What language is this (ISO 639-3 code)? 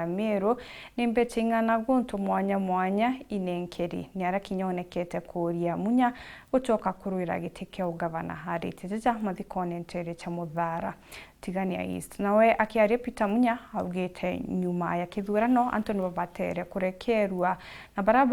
mer